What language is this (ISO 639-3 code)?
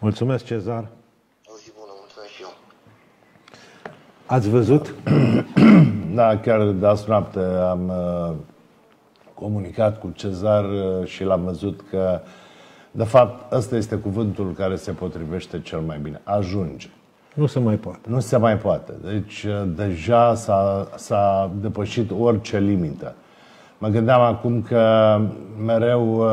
ron